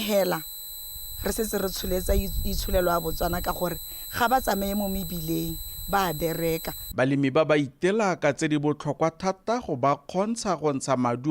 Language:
Tswana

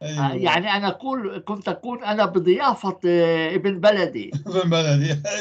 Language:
North Levantine Arabic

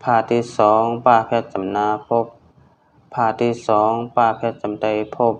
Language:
Shan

